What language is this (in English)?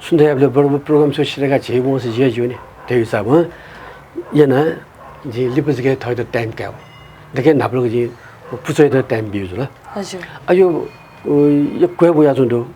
Newari